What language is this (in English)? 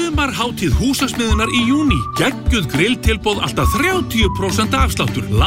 Icelandic